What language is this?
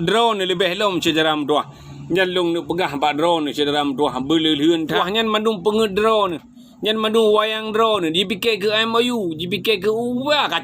Achinese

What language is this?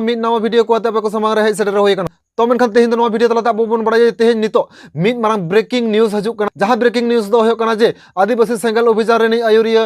Santali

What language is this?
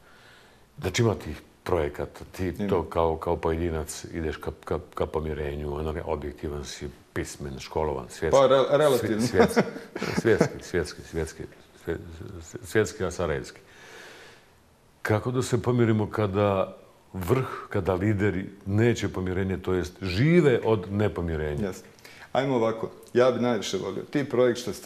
Bosnian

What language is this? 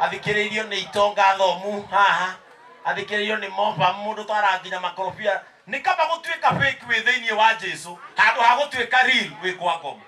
Kikuyu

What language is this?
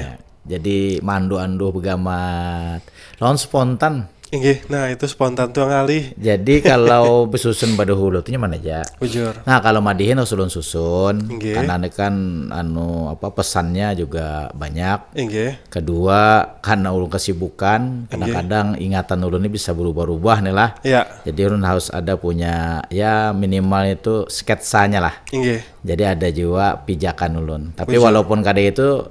Banjar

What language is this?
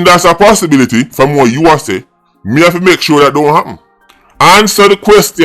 Jamaican Creole English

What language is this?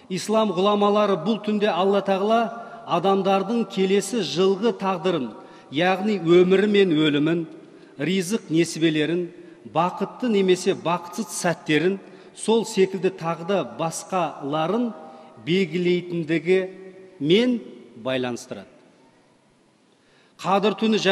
Kazakh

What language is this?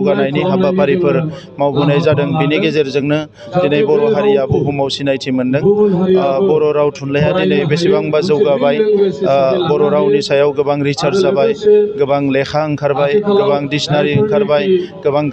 Bodo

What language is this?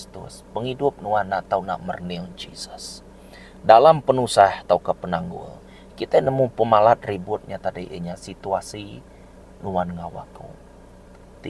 Iban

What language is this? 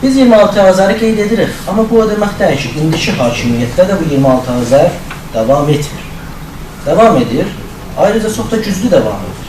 South Azerbaijani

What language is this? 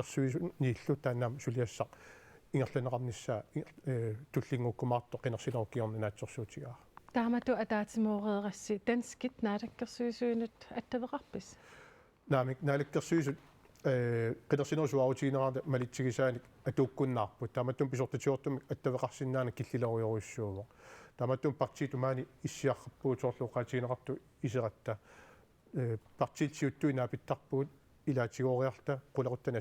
Kalaallisut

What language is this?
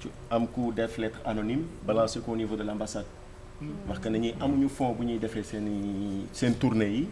Wolof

